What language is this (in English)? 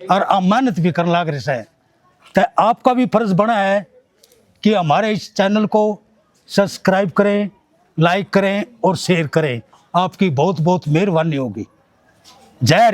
Haryanvi